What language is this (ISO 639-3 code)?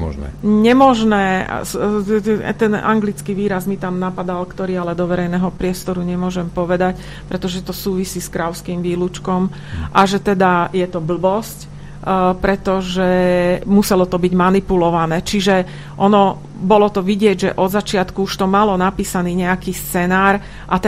slk